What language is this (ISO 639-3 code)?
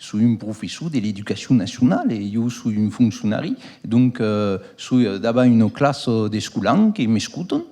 oci